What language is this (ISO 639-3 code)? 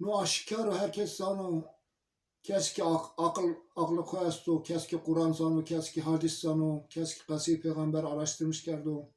zza